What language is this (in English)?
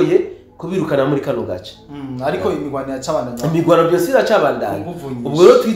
Rundi